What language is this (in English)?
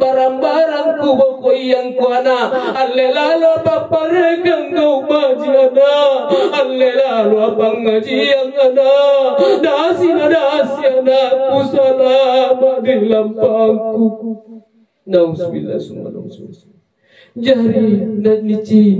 Makasar